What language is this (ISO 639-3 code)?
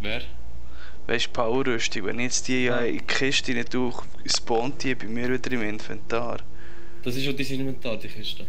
gsw